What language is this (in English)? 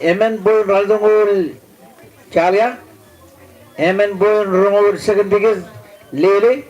Marshallese